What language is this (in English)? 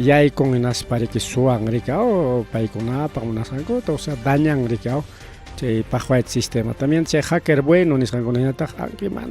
Ayacucho Quechua